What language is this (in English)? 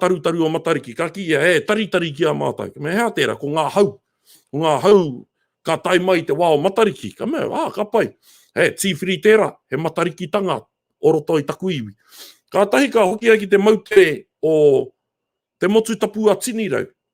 Māori